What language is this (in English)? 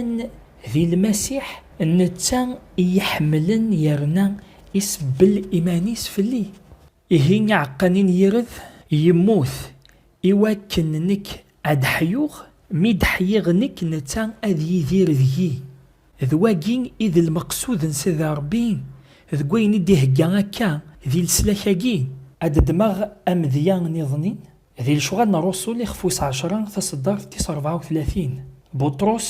Kabyle